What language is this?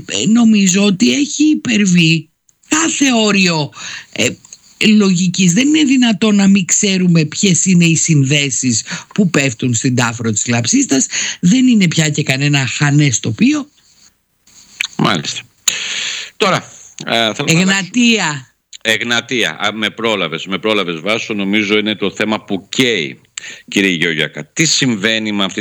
Greek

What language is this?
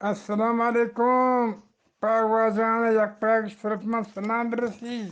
Eastern Balochi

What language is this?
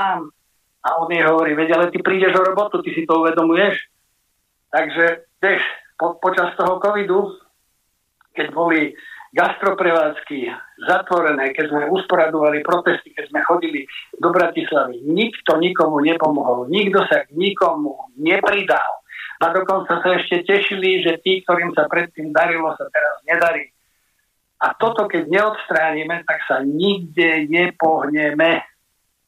Slovak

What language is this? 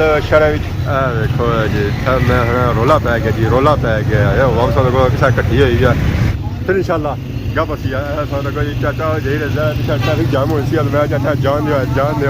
Pahari-Potwari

